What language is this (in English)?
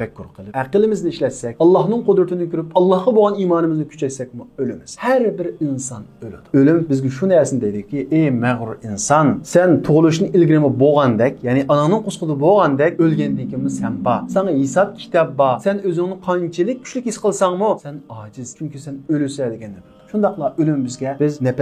Uyghur